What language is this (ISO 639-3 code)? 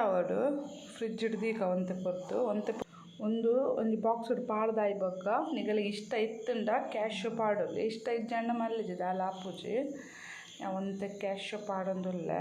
tcy